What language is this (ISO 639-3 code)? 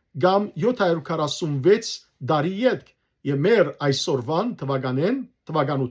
hyw